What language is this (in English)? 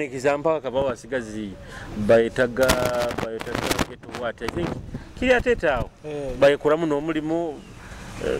Nyoro